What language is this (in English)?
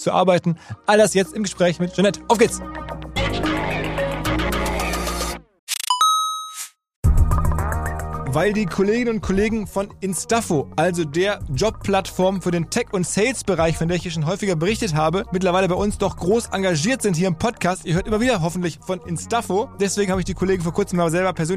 German